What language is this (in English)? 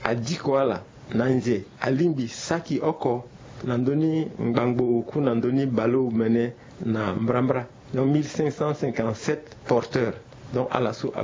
Sango